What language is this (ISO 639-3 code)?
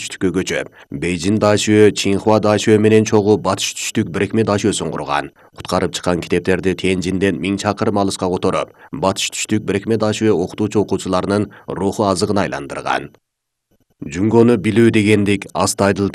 kir